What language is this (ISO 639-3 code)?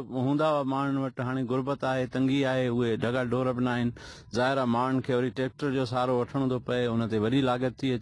snd